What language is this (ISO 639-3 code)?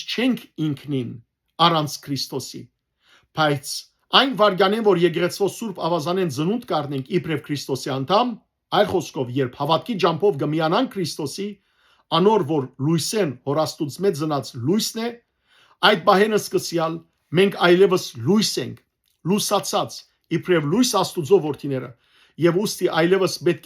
hyw